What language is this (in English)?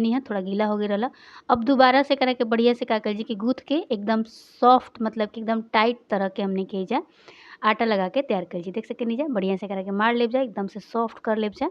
Bhojpuri